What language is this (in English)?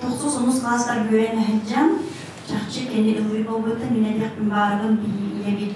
Yakut